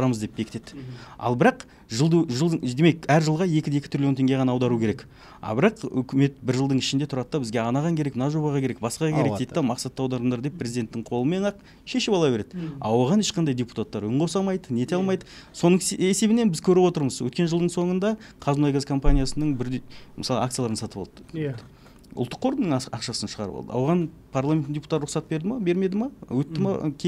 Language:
Kazakh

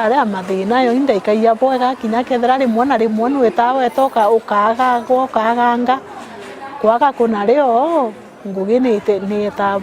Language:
Meru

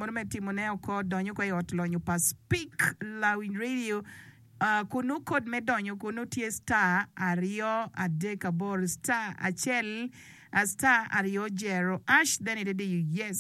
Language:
Acoli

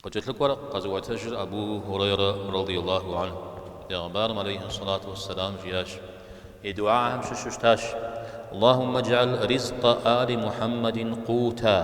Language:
Kabardian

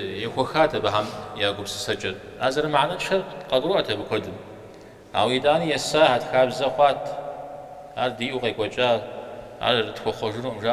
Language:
Kabardian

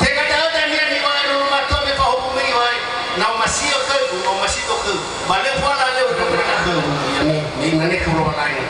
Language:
Nias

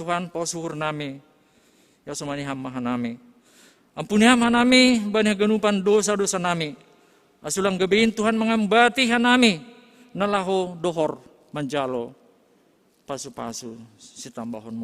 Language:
Batak Simalungun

